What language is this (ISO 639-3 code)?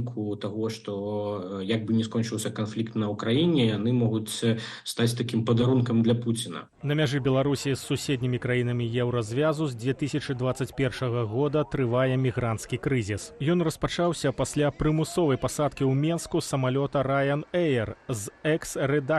bel